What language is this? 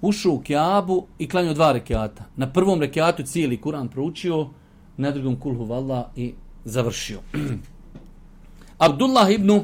Bosnian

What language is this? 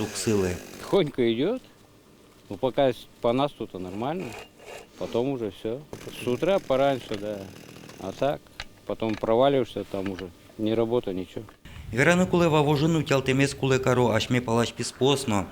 Udmurt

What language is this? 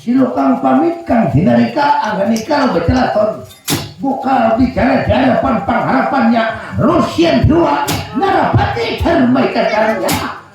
Banjar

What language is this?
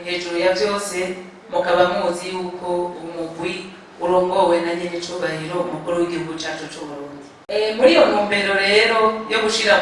Rundi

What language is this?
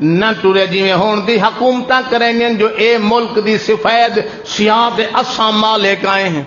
Saraiki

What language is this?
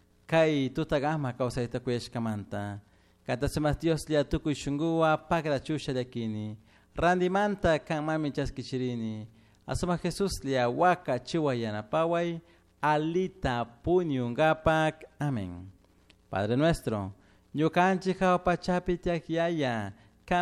Chimborazo Highland Quichua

